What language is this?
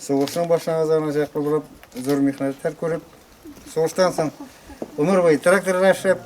Tatar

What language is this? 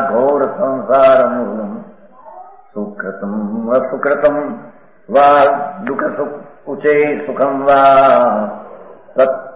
Gujarati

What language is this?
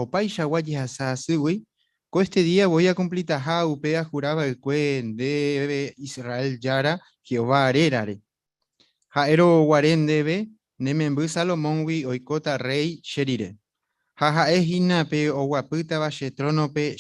Guarani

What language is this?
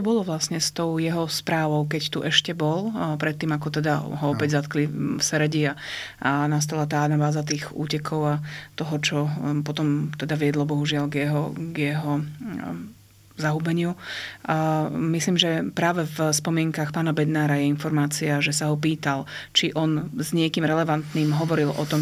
Slovak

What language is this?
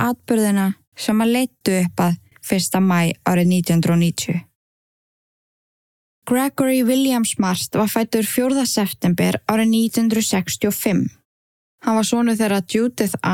Icelandic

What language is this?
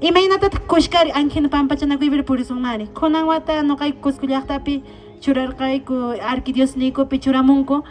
Quechua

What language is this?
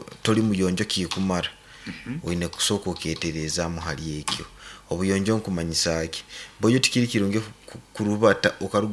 Nyankole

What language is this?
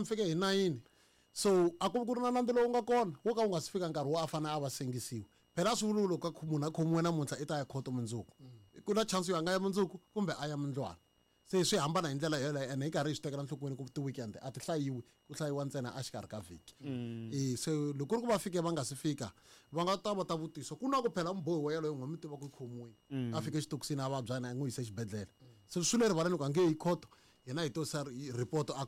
Tsonga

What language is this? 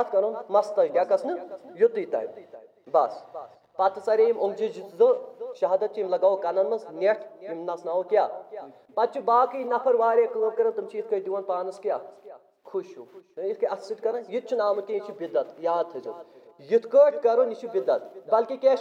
Kashmiri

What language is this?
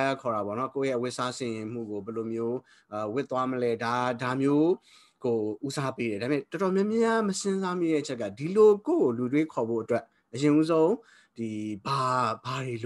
Burmese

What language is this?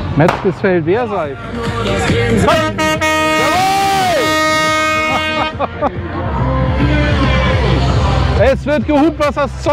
German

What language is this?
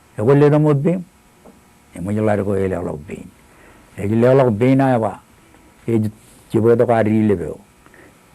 Marshallese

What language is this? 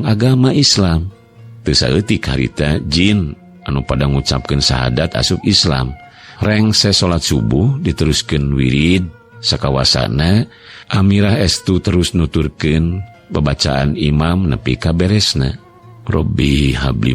Sundanese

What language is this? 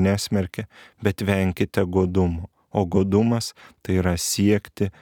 Lithuanian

